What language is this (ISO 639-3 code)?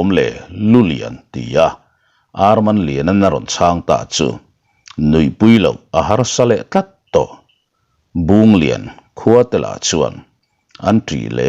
lus